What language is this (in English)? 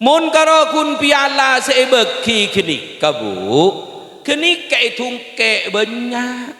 Madurese